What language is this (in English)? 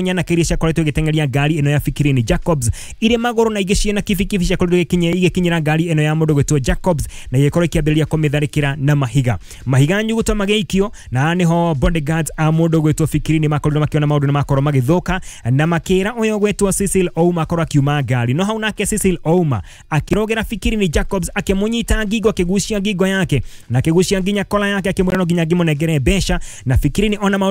Kikuyu